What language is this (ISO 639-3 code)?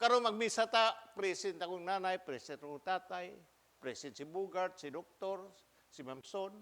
ceb